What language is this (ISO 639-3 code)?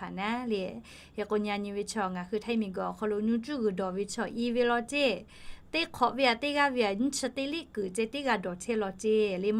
lhu